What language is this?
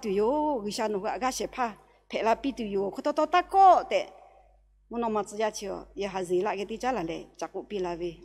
Lahu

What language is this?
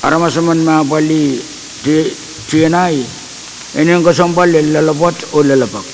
Pohnpeian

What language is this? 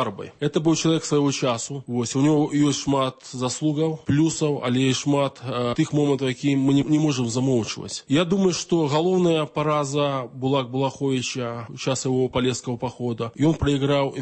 Belarusian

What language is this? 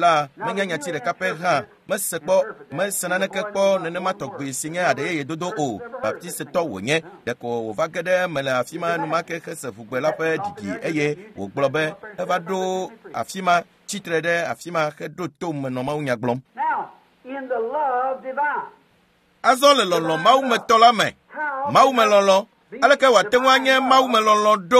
Ewe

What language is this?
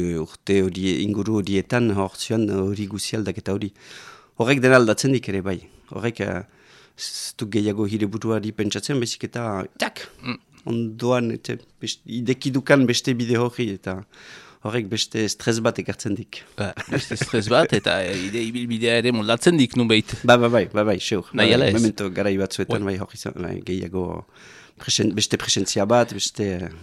Basque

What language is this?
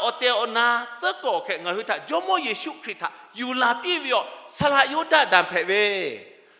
Lahu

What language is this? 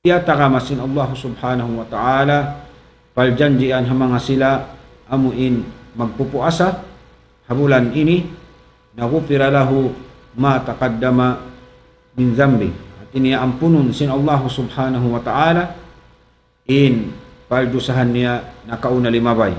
Tausug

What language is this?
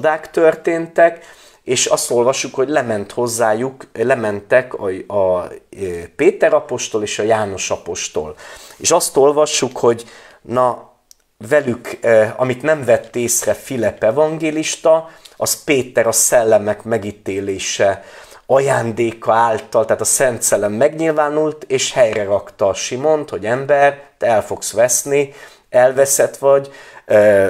Hungarian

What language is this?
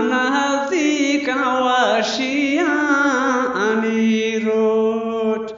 Eastern Balochi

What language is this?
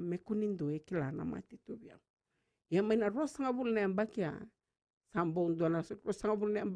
Fijian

